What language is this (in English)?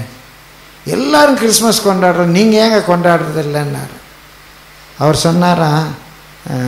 Tamil